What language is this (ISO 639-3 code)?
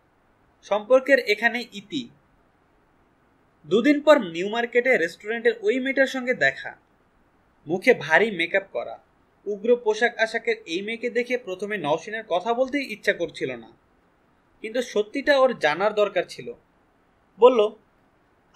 ben